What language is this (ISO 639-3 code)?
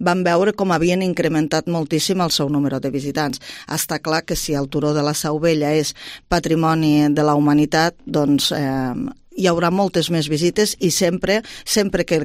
cat